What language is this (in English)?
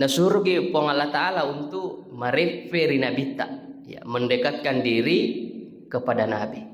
Buginese